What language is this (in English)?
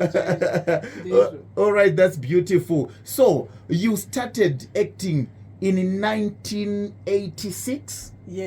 Shona